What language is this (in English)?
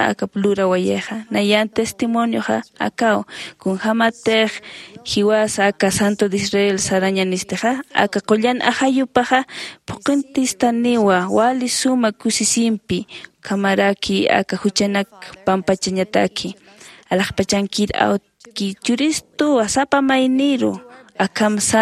Aymara